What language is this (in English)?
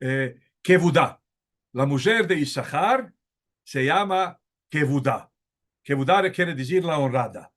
Ladino